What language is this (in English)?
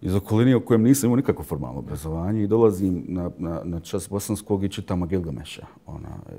Bosnian